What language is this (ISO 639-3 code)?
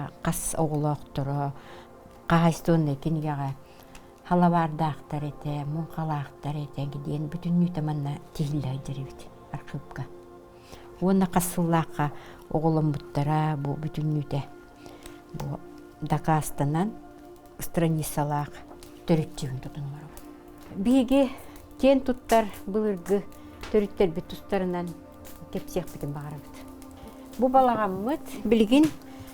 sah